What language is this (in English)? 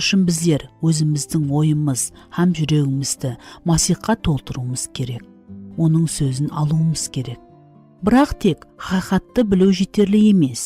Kara-Kalpak